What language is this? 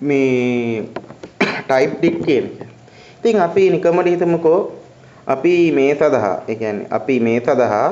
Sinhala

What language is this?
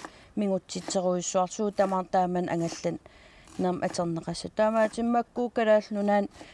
Kalaallisut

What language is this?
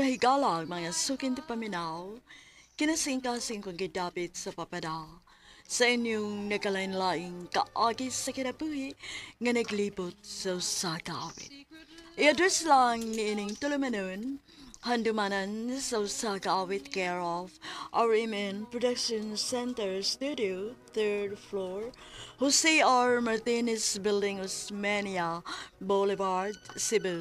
Cebuano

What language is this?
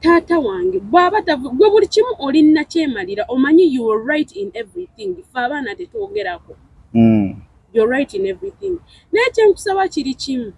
Ganda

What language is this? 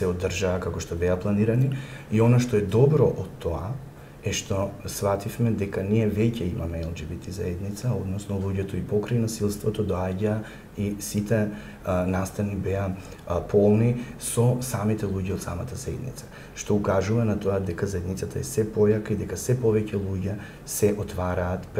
Macedonian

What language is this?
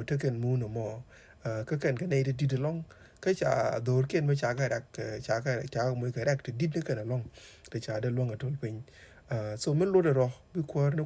Nuer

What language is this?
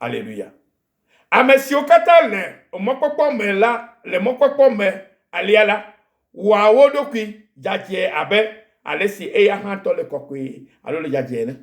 Ewe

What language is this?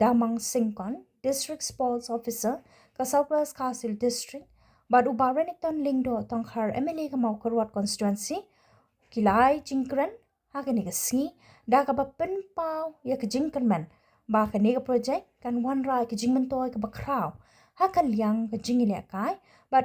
Khasi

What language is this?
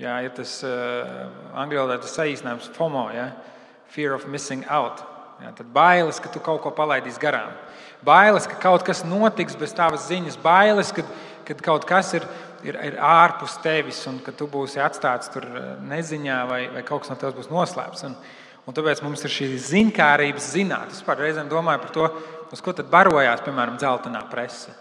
Latvian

